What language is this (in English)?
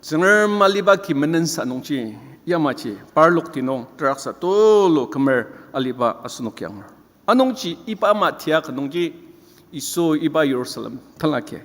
Ao Naga